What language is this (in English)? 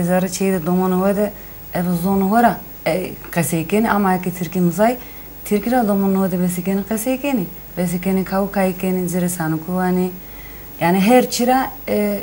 Zaza